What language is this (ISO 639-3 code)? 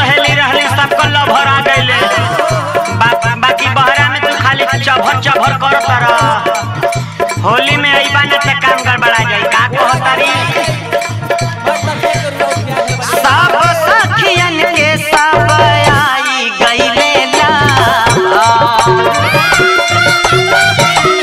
bho